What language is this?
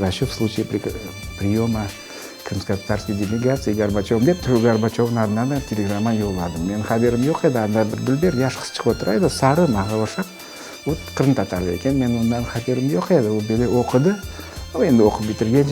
Crimean Tatar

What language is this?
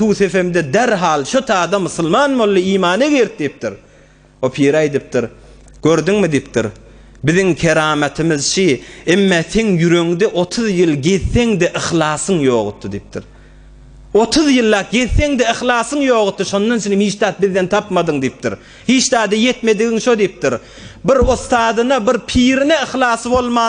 Turkmen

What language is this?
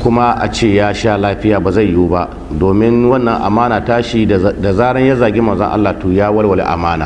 Hausa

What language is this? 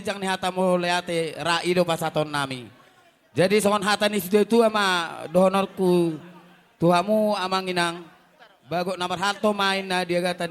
Batak Toba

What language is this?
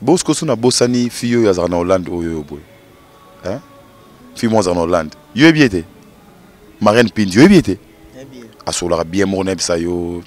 Lingala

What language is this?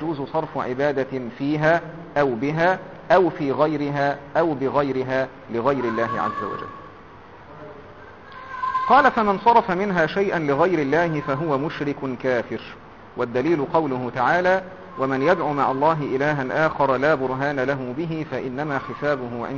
Arabic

